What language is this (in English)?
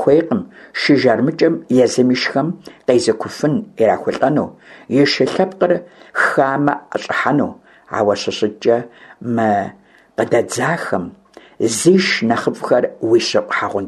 Kabardian